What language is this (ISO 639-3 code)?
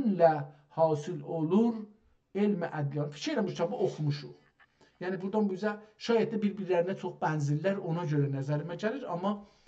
azb